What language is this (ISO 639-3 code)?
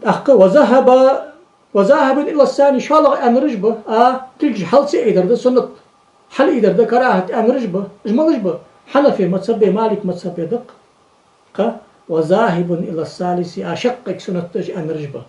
inh